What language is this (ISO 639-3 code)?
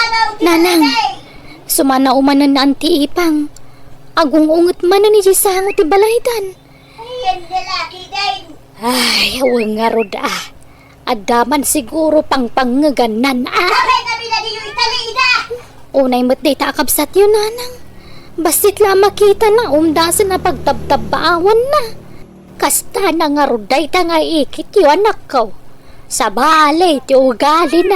ilo